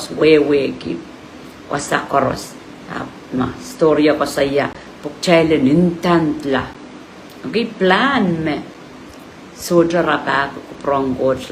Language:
Pohnpeian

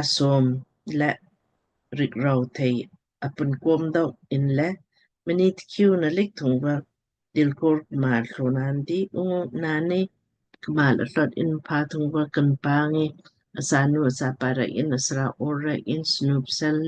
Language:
Lamkang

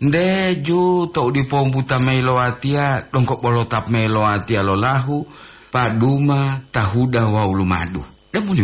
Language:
Gorontalo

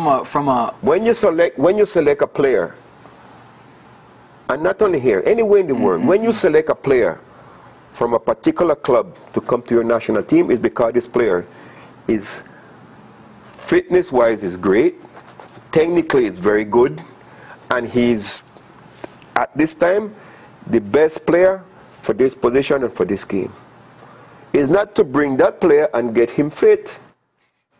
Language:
English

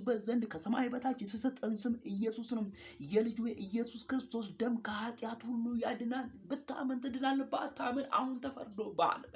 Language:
Amharic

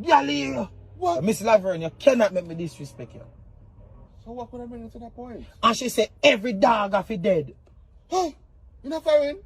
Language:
Jamaican Creole English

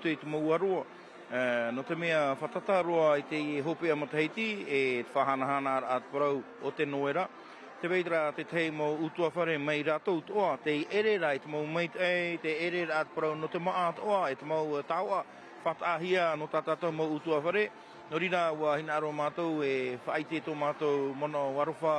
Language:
Tahitian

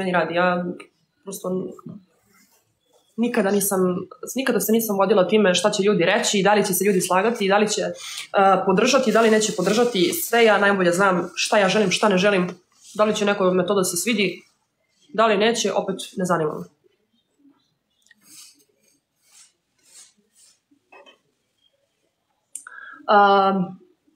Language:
Serbian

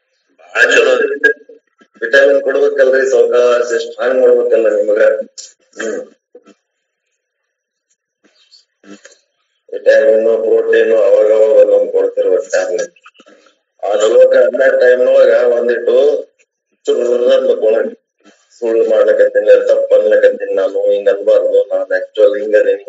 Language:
Kannada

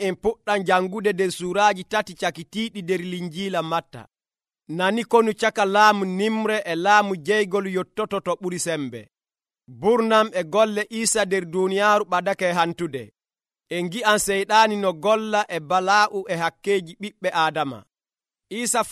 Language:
Nigerian Fulfulde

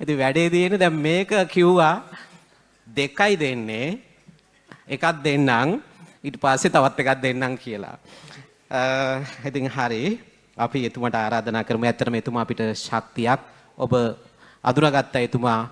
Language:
Sinhala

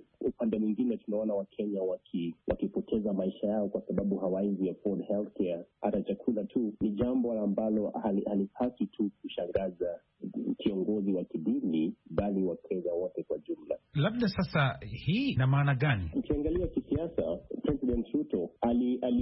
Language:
Swahili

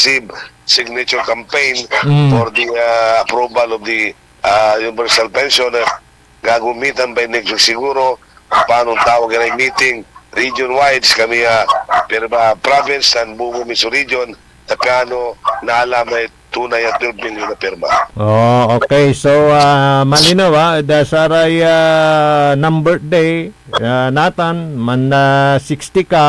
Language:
Pangasinan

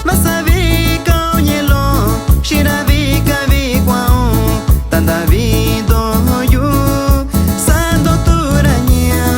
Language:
Metlatónoc Mixtec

